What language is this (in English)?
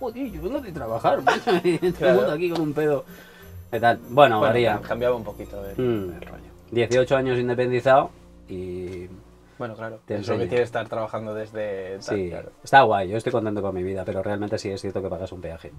Spanish